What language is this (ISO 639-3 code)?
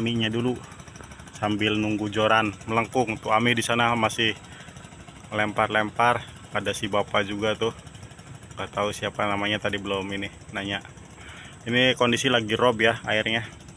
ind